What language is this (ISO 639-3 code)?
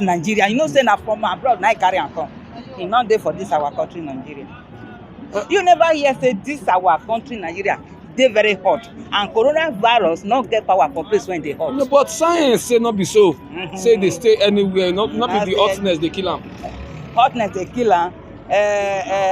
pcm